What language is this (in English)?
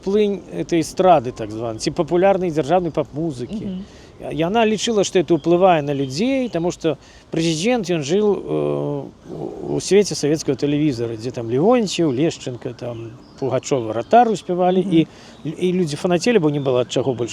Belarusian